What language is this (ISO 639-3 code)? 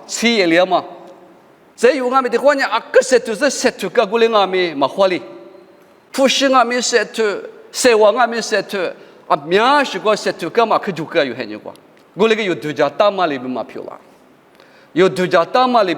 lis